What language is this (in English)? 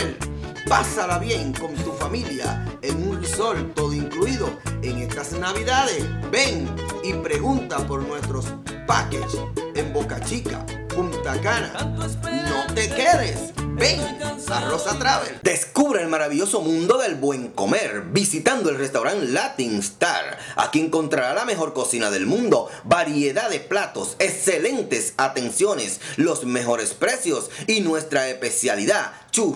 Spanish